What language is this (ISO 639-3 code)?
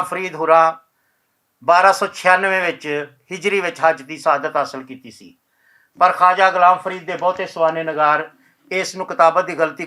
lah